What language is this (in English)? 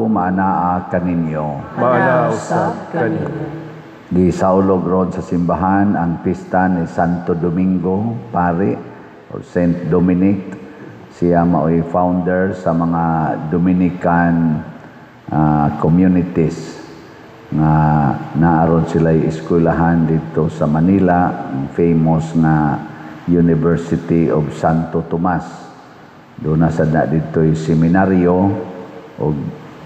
Cebuano